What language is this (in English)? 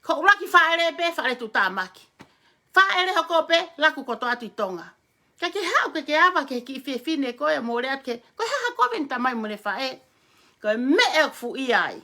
Tongan